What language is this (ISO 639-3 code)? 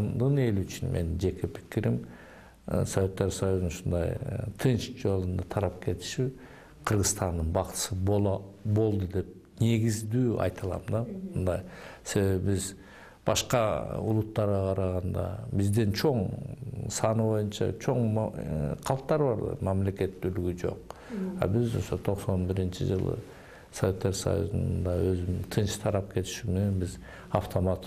kir